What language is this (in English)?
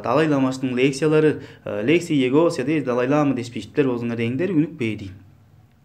Tuvinian